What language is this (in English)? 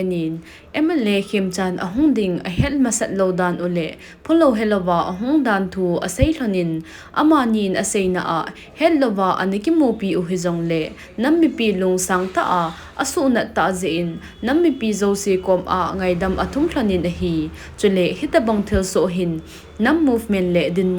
Thado Chin